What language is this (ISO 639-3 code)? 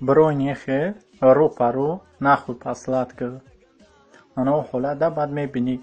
tgk